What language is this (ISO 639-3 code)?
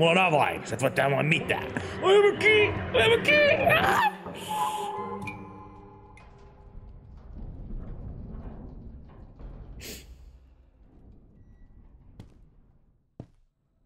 fin